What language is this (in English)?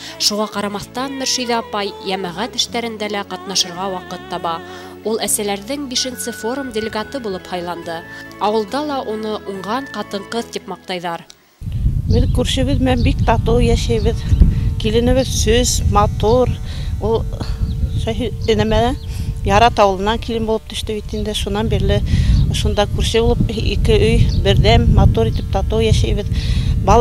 Bashkir